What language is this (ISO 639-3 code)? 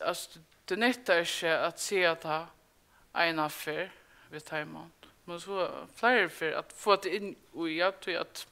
fao